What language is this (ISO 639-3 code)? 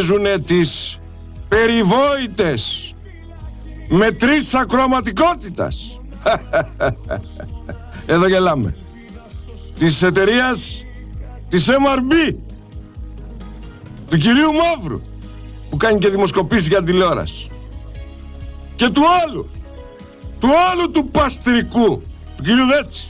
ell